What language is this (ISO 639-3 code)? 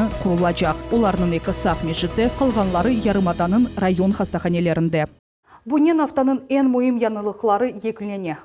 crh